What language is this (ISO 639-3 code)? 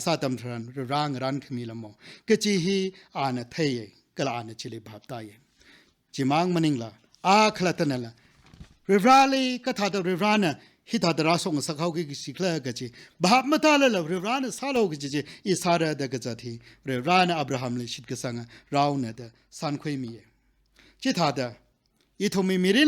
nmf